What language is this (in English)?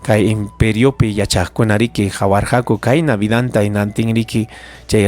Ayacucho Quechua